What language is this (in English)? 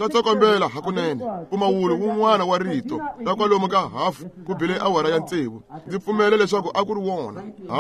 Tsonga